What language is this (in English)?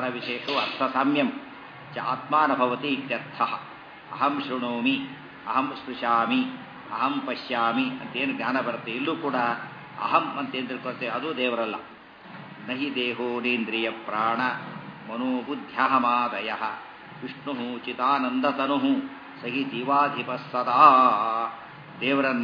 Kannada